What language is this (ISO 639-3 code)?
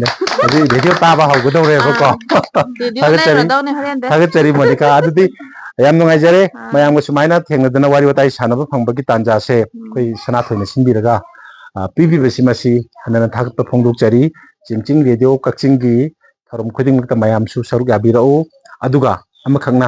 mni